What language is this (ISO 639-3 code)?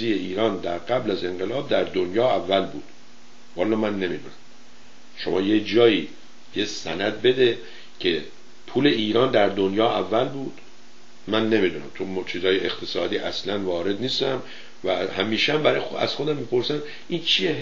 fas